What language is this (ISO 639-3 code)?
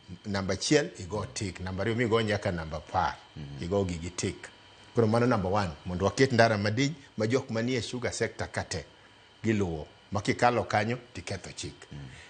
luo